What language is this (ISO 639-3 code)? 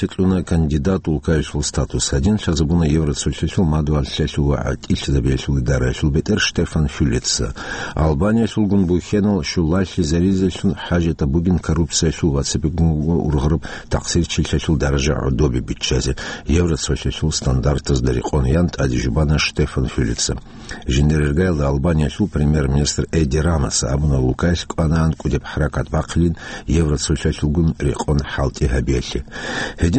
ava